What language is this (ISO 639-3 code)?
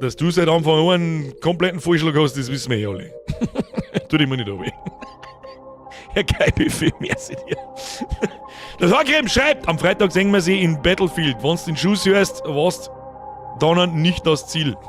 bar